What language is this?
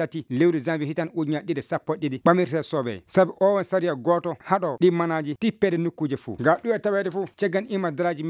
Maasina Fulfulde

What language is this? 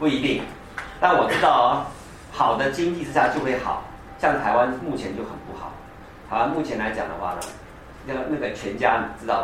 Chinese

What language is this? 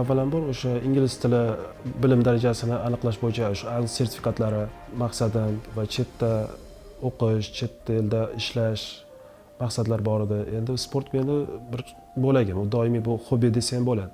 Uzbek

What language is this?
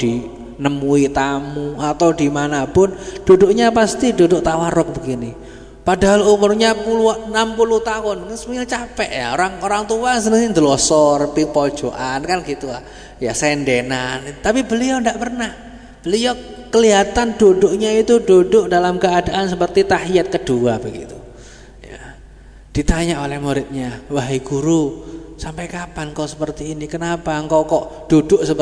Indonesian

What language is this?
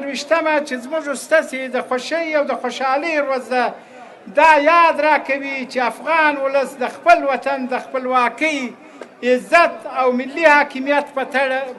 Pashto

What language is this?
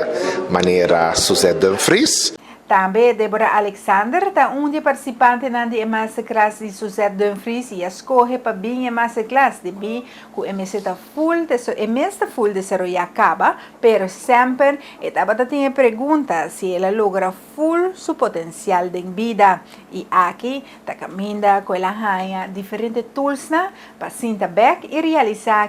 Papiamento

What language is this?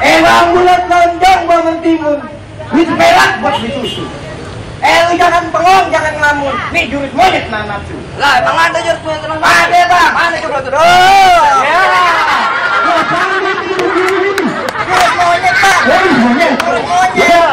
Betawi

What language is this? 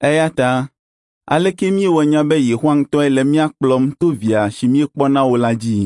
Ewe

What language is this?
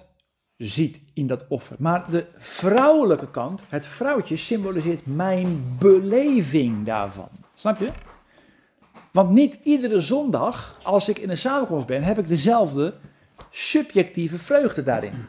Dutch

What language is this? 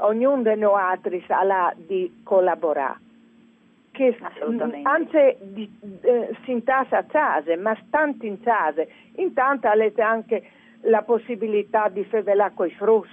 Friulian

